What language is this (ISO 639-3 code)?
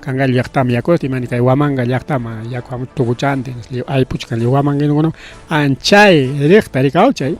quy